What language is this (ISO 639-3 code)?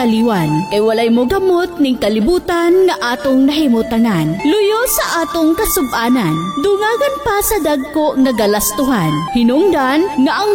ceb